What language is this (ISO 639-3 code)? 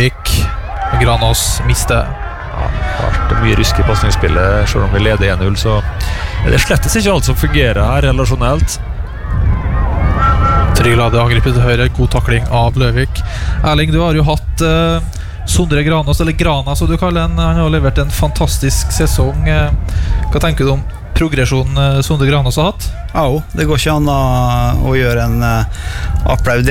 nor